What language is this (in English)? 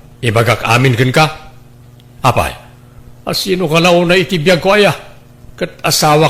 Iloko